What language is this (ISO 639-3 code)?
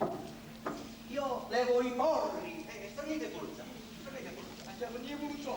nap